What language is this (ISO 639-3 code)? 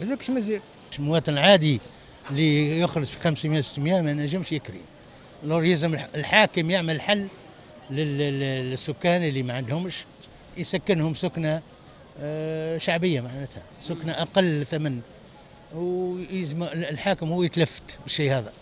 aeb